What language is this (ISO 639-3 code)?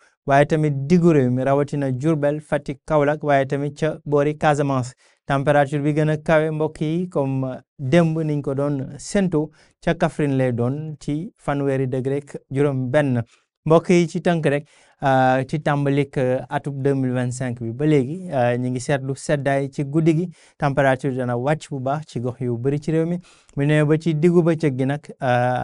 wol